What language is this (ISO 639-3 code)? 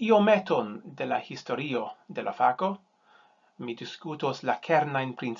epo